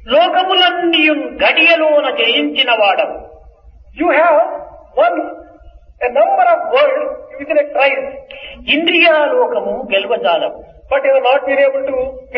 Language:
Telugu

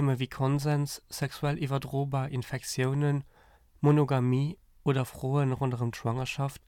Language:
Luxembourgish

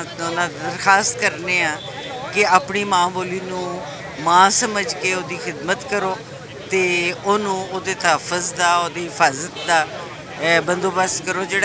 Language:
Western Panjabi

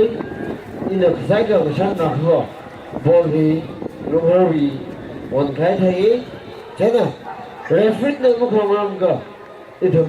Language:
Tangkhul Naga (India)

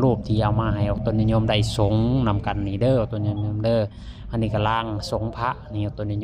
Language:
Lao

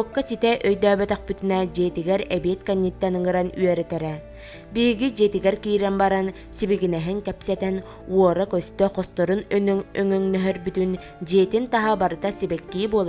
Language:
Yakut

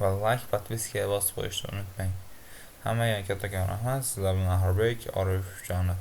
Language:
Uzbek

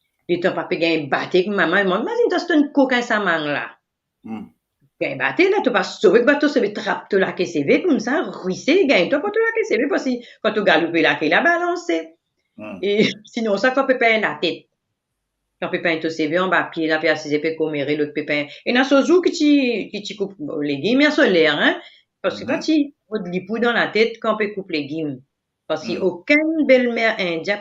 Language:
Morisyen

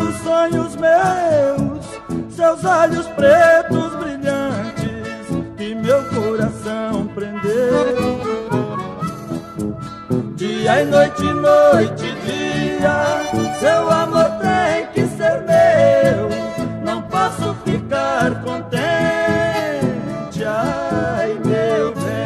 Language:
Portuguese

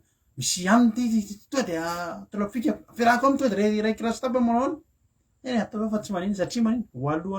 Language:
Malagasy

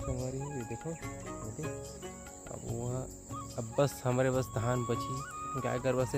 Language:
Chhattisgarhi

